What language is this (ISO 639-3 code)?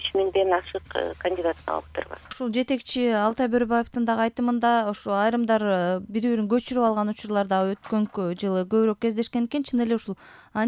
kir